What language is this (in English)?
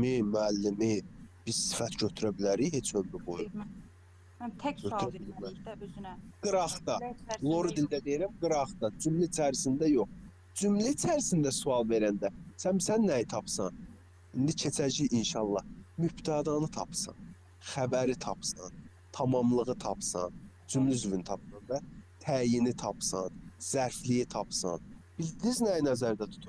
Azerbaijani